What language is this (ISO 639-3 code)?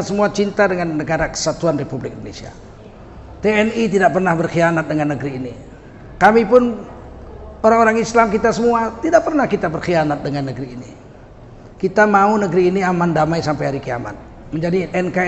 ind